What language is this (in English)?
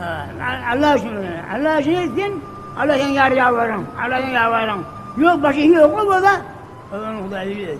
Turkmen